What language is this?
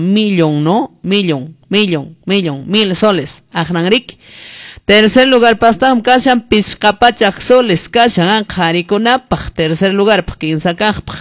Quechua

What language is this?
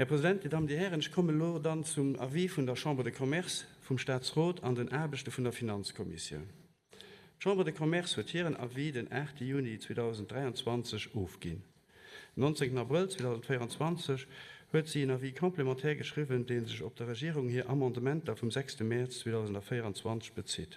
Luxembourgish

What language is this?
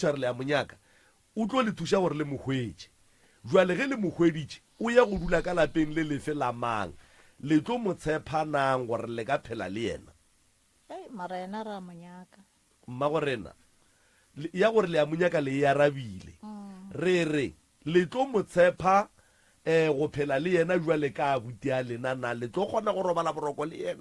Northern Sotho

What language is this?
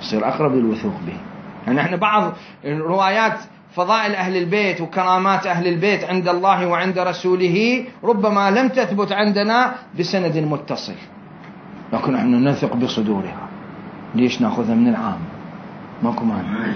Mesopotamian Arabic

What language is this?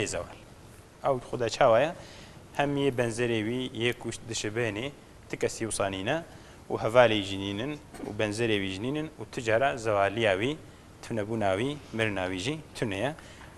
Kurdish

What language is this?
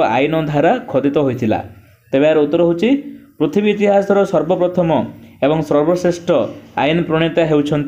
Odia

